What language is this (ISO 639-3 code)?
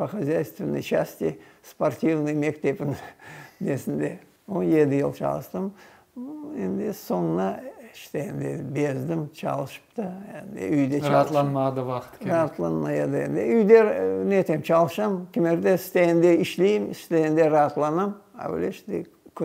crh